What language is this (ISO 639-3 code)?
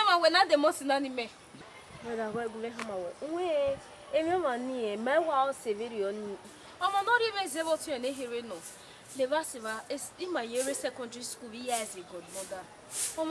bin